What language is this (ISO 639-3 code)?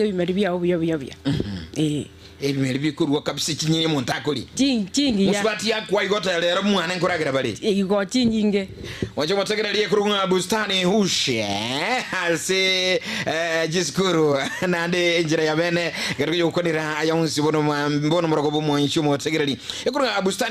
guz